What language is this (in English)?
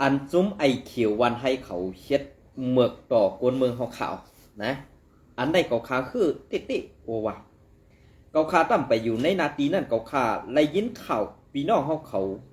Shan